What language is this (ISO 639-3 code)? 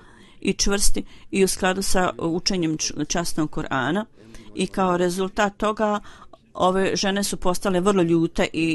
bos